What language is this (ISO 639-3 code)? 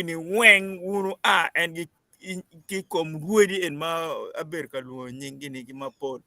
ach